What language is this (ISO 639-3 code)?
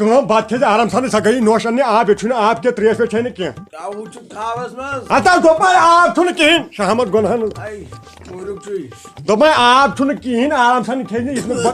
kas